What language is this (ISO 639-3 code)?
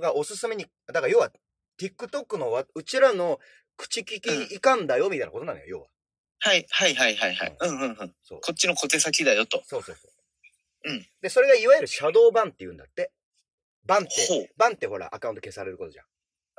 jpn